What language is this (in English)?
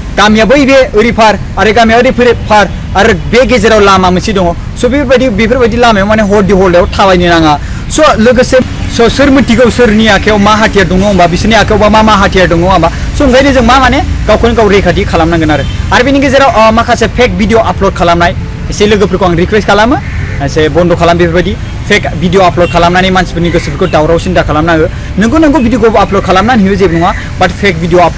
Bodo